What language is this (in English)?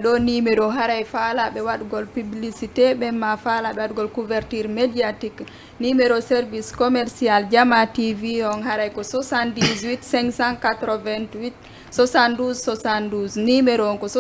Fula